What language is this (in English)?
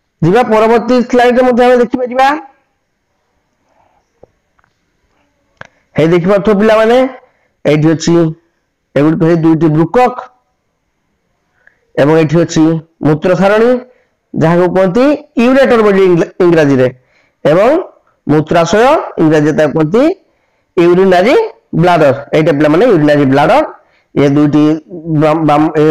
Odia